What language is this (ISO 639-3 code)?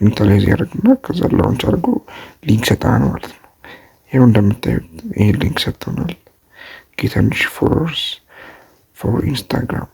amh